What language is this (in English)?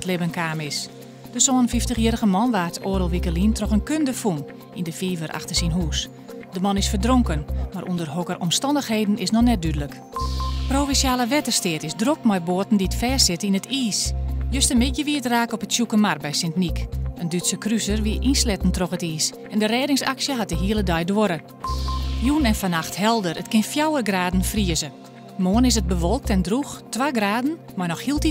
Western Frisian